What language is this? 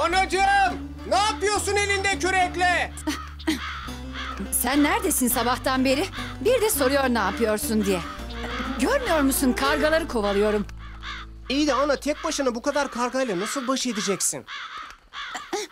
Turkish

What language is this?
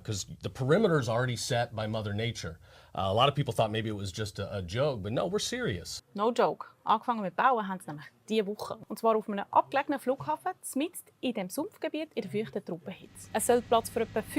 Swiss German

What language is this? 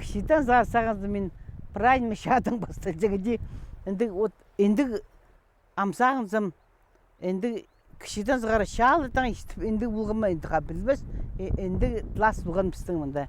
Khakas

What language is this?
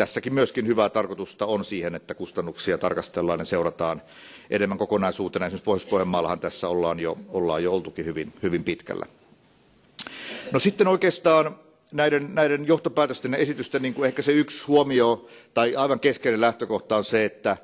Finnish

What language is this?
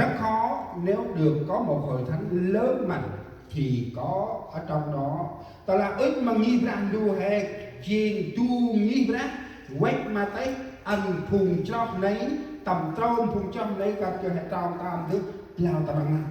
Central Mnong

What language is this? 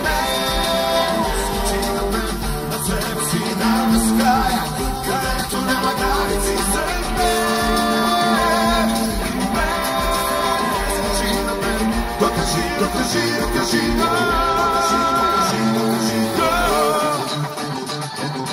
Bulgarian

